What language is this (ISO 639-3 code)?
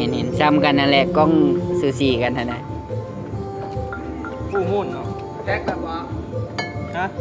lao